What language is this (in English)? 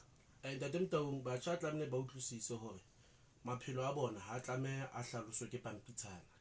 Southern Sotho